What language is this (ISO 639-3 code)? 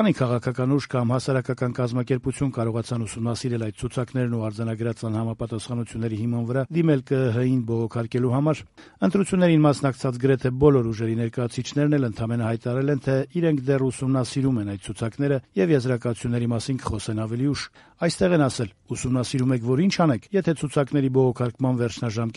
hye